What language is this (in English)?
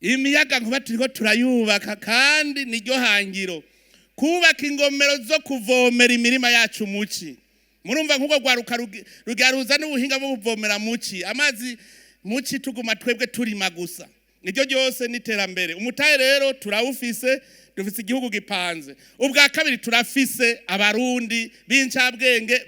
Rundi